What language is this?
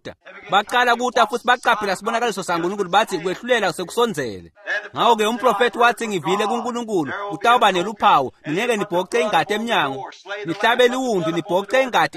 Swati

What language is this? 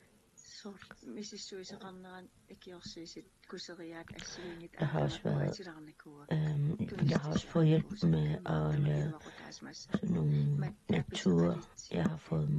Kalaallisut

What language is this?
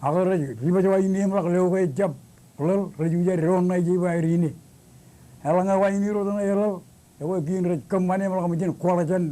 Marshallese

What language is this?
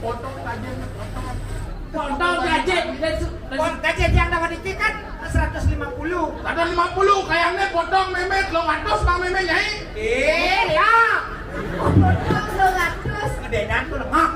Balinese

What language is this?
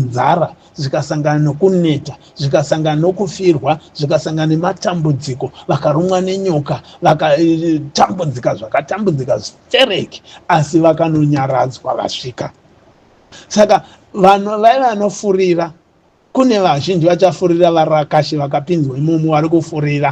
Shona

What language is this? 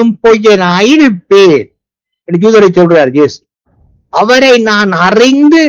Tamil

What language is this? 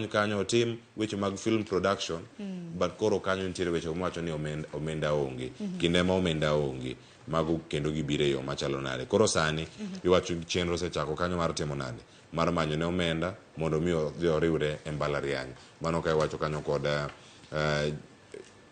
Luo (Kenya and Tanzania)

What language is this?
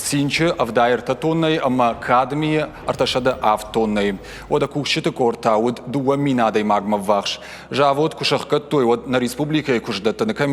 Ossetic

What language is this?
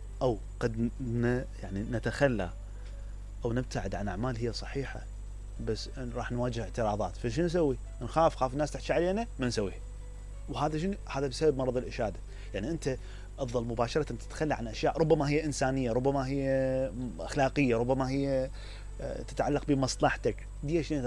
Mesopotamian Arabic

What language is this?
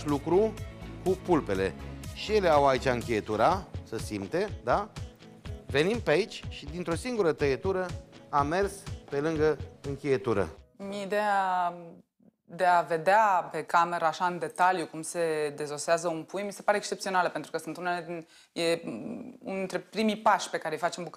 Romanian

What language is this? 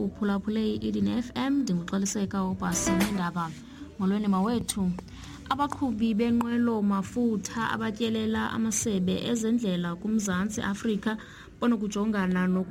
Xhosa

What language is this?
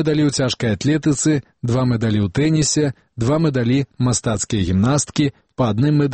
Belarusian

